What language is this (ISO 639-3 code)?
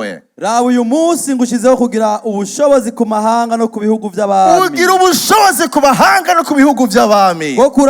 run